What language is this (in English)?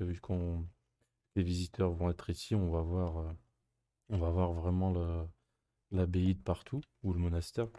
French